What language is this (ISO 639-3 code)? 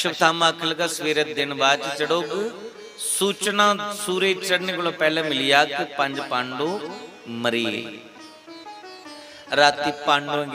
doi